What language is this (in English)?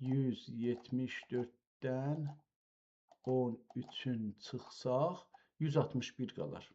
South Azerbaijani